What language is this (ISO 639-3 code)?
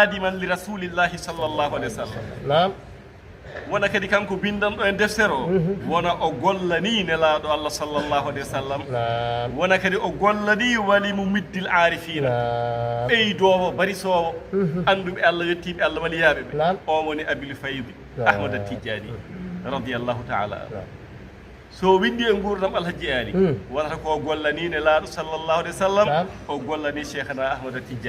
ful